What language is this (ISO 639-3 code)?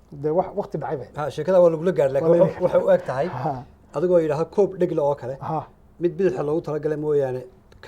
som